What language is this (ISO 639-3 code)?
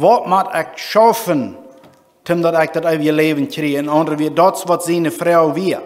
pdt